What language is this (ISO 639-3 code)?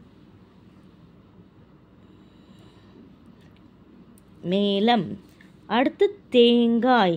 tam